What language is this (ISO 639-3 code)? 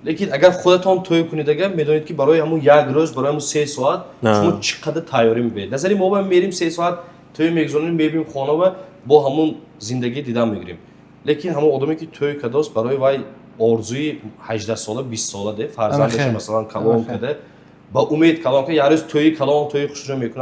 tgk